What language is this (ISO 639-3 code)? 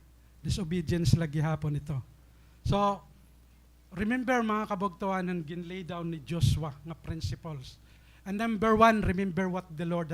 war